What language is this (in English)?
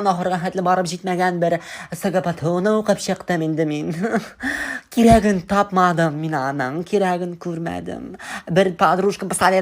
Tatar